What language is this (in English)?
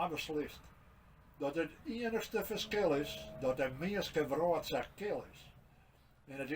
Western Frisian